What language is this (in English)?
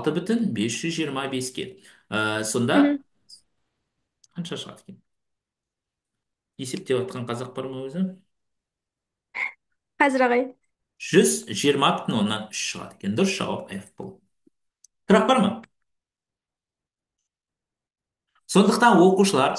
Kazakh